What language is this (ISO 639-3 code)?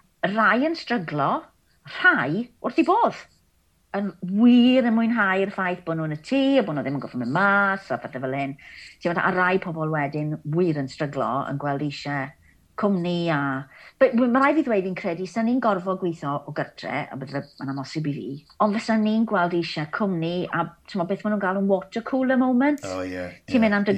cym